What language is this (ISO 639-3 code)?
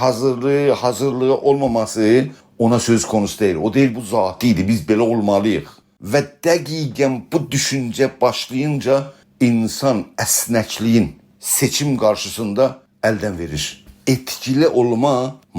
azb